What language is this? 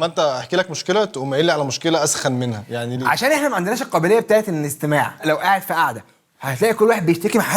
Egyptian Arabic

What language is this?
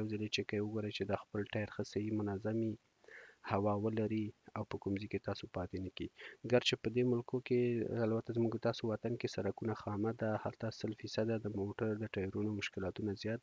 Pashto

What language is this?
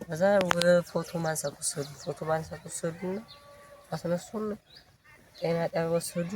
Amharic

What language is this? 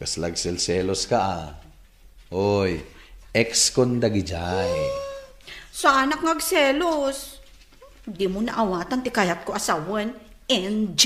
Iloko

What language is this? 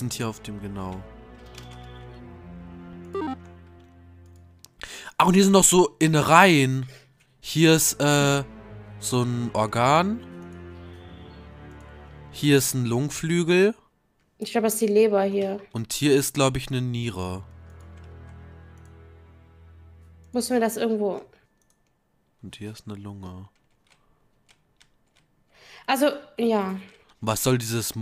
German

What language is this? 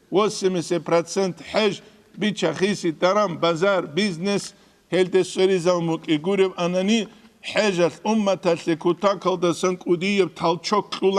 Avaric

